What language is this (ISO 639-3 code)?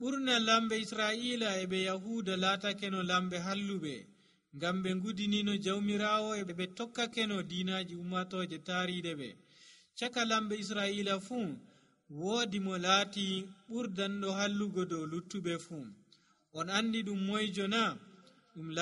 fuv